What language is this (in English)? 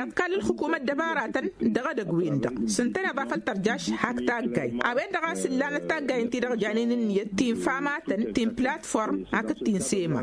Tamasheq